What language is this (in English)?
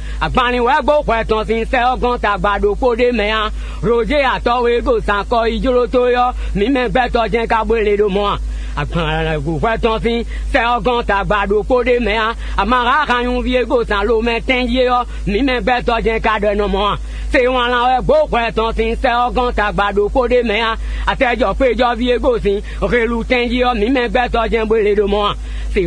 Fon